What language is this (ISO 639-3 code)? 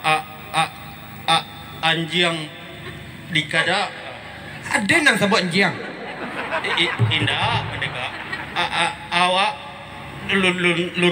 min